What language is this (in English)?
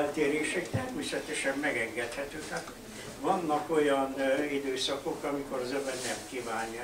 Hungarian